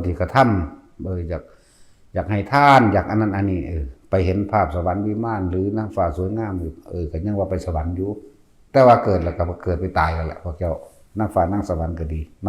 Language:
Northeastern Thai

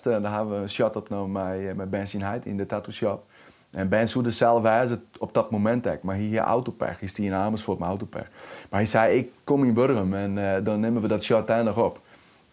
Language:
Western Frisian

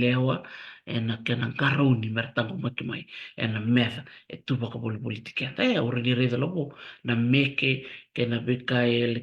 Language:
Fijian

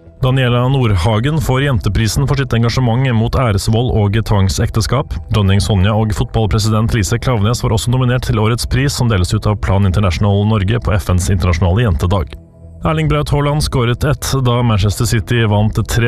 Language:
Norwegian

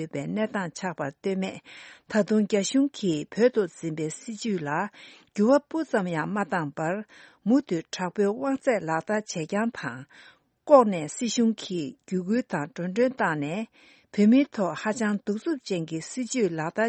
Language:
Tibetan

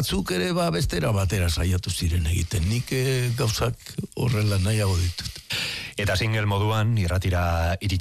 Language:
Basque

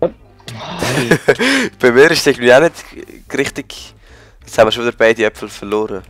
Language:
Swiss German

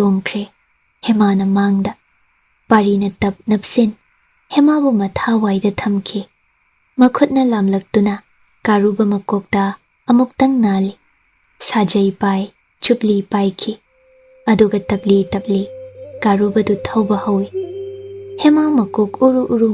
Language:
Manipuri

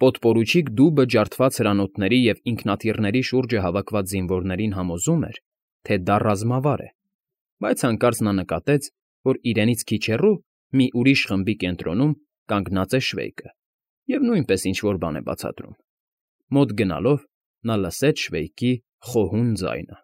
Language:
Armenian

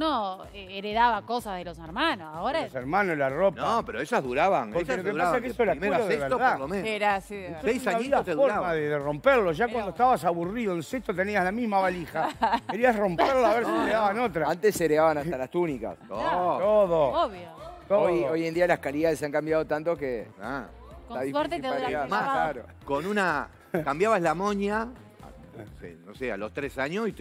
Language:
Spanish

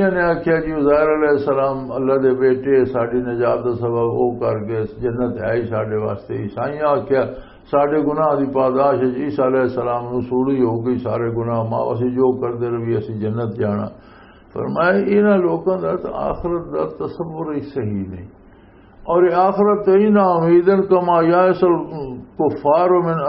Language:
Western Panjabi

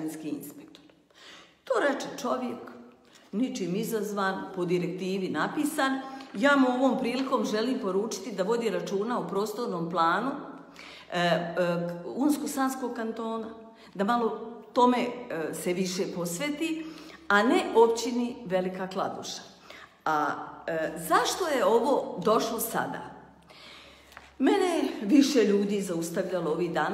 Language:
Bosnian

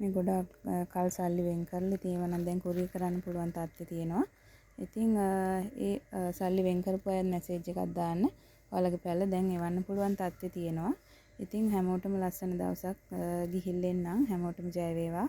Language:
Sinhala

